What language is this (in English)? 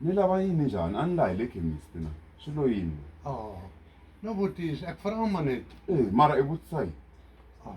Tsonga